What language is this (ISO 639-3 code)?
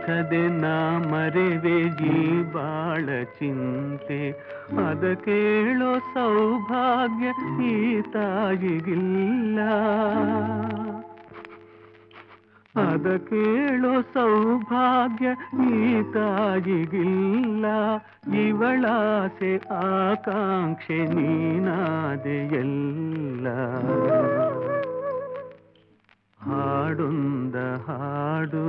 kan